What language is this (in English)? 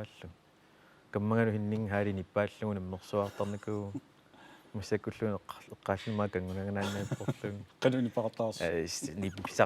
Kalaallisut